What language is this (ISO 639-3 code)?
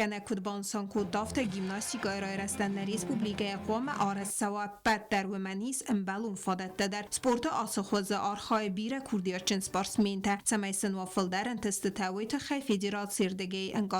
oss